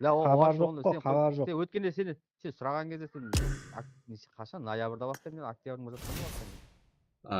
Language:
Kara-Kalpak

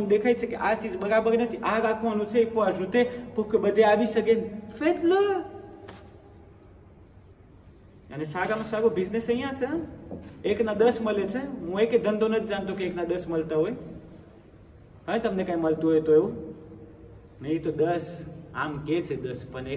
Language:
Gujarati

